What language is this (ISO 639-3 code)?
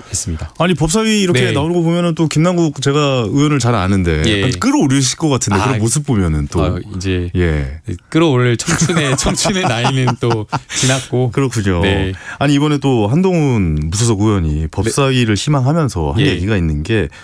kor